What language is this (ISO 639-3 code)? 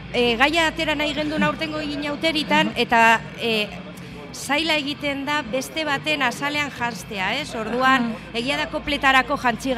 eus